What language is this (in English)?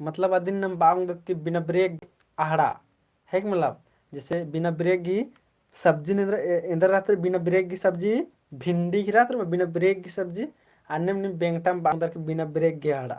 Kurukh